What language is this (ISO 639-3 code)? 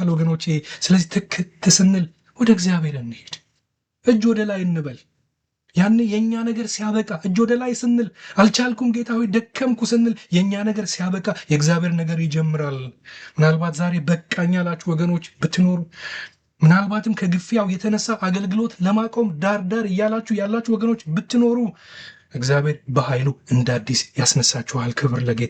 amh